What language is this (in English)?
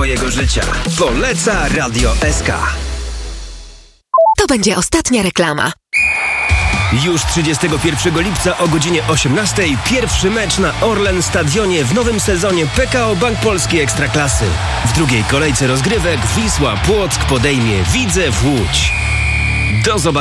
Polish